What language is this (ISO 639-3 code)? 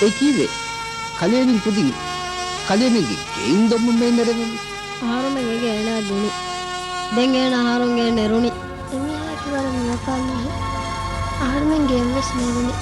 div